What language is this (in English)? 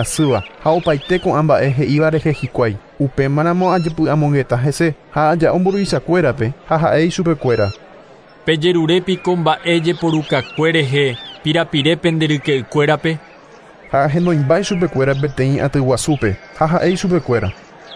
Guarani